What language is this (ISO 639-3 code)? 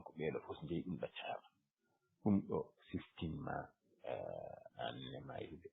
ful